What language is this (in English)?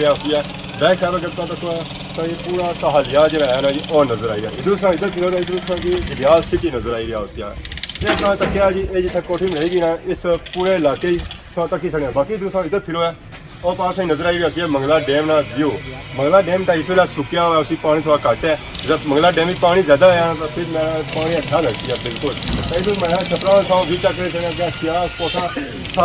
Pahari-Potwari